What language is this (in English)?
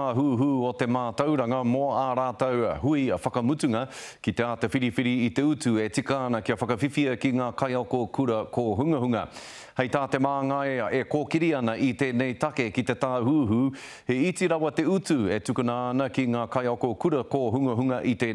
Māori